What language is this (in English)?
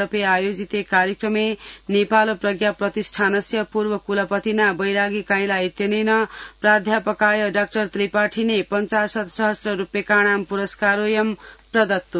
Sanskrit